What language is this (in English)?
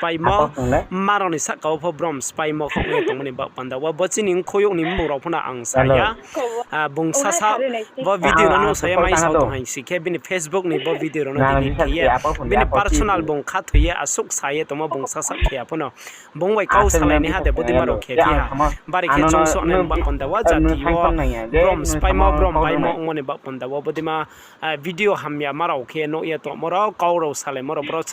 Riang (India)